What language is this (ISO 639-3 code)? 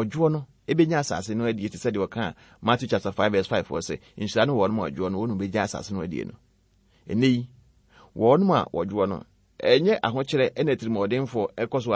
aka